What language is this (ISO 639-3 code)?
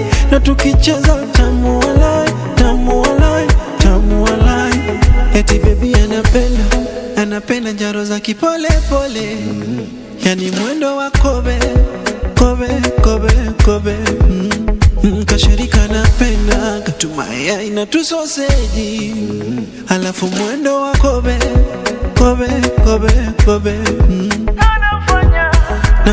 swa